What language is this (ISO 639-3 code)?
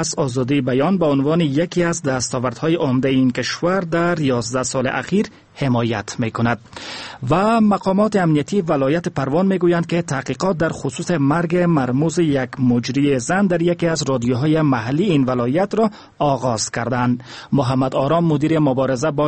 fas